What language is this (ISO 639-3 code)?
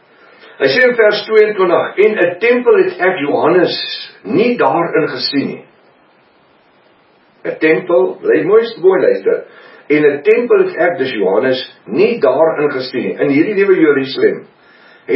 afr